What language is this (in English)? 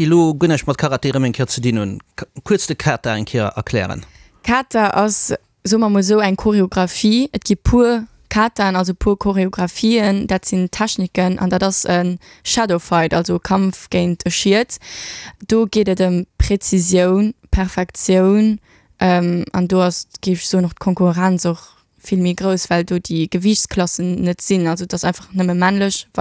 Luxembourgish